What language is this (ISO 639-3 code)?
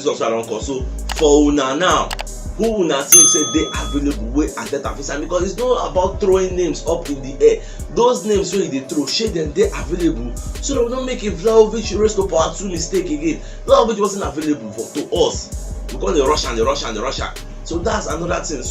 pcm